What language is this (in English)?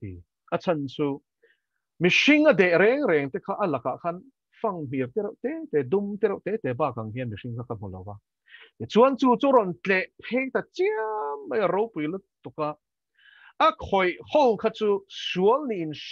Mizo